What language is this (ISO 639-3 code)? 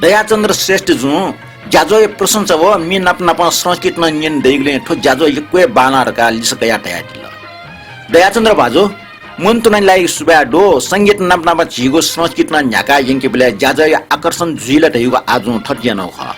new